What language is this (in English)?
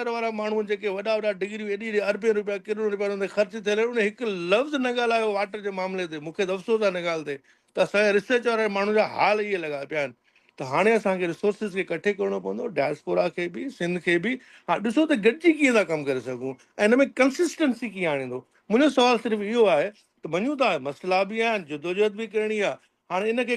Sindhi